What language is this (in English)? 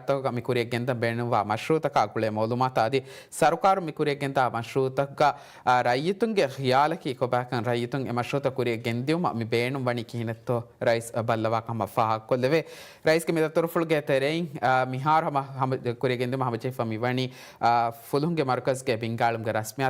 Divehi